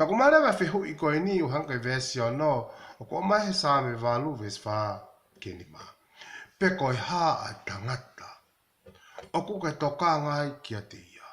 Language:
Tongan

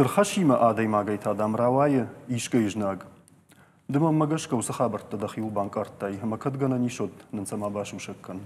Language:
Ossetic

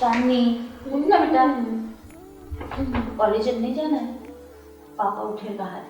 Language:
Chhattisgarhi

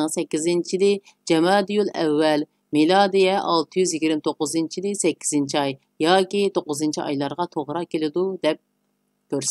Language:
Uyghur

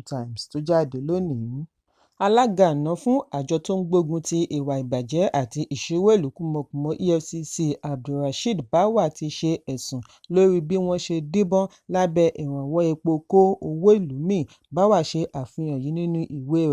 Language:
Yoruba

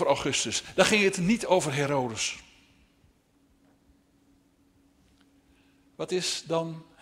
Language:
Dutch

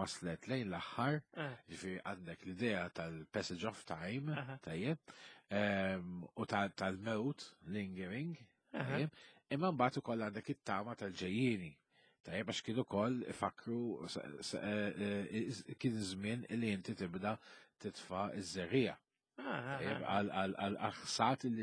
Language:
Maltese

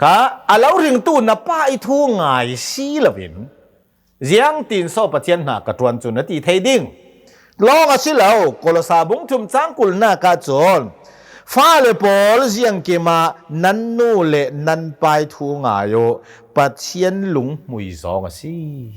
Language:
Hakha Chin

